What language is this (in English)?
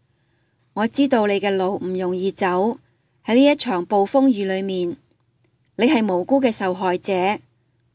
Cantonese